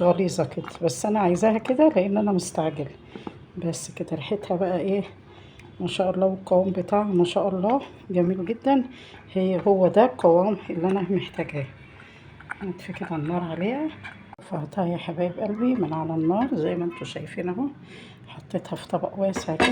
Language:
Egyptian Arabic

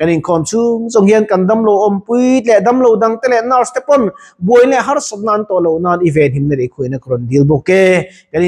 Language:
Mizo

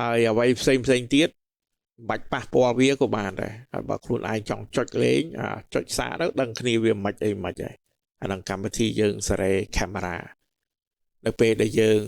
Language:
Khmer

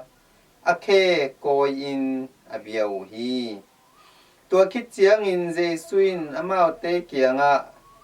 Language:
Tedim Chin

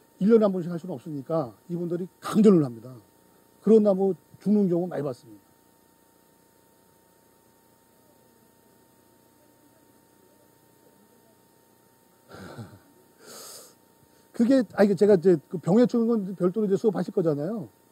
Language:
Korean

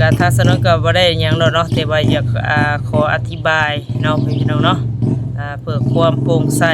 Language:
Northeastern Thai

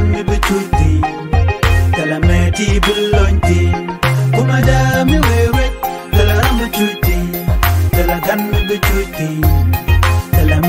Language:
Nuer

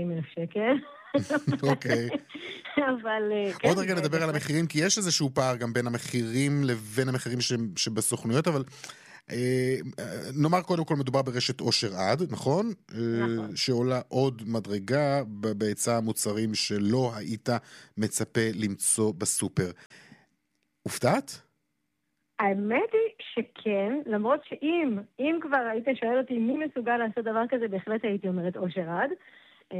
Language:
Hebrew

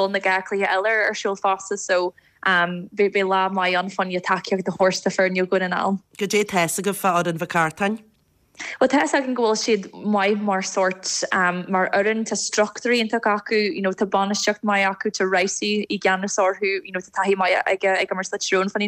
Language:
Irish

